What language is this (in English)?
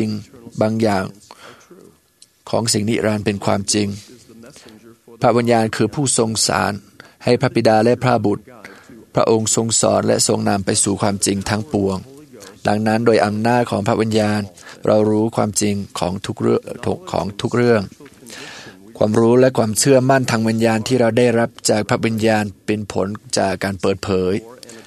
Thai